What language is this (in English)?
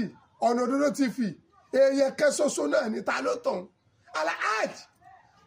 Yoruba